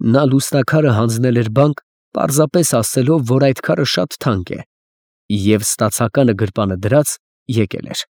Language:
Armenian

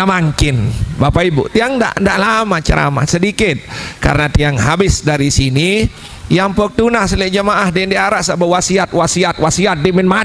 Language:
Sasak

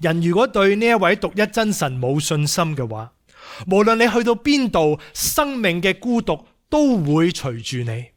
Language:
Cantonese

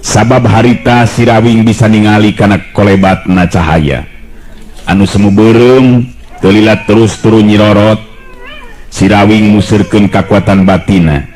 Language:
Sundanese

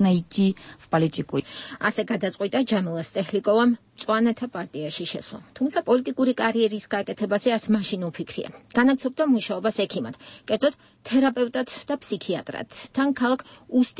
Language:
Georgian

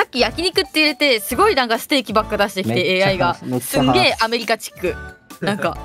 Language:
Japanese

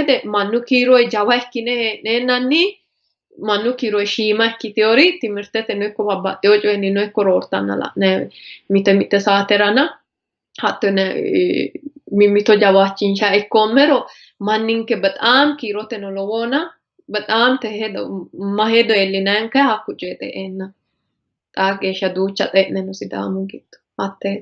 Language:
Sidamo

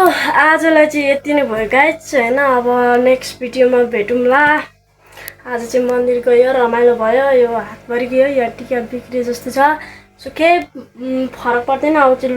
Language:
Nepali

